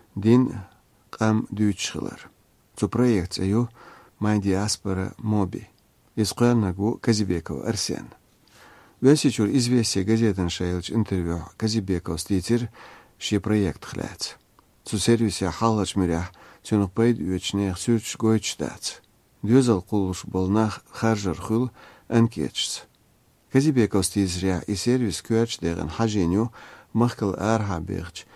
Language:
Chechen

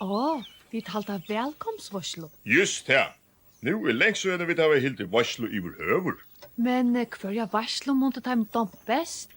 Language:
Faroese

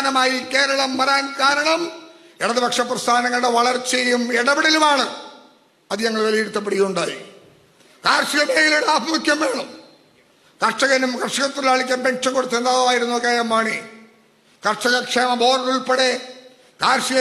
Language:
Malayalam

